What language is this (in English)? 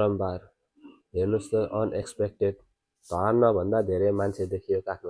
Nepali